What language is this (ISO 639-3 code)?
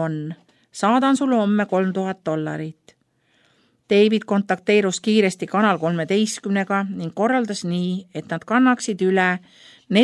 est